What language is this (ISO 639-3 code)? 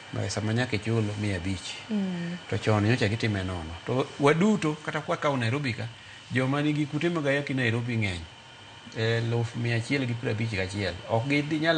luo